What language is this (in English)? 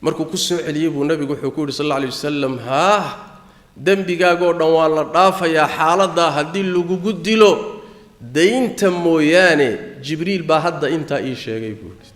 Somali